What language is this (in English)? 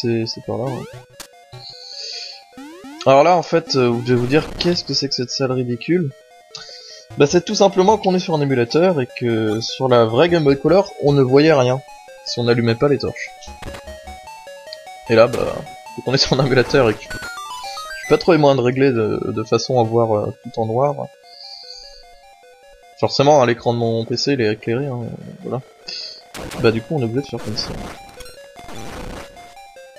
French